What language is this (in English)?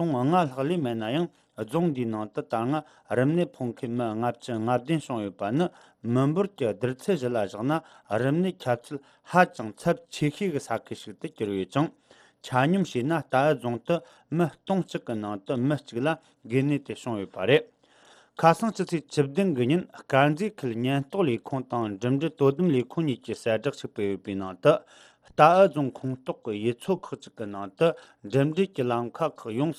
Tibetan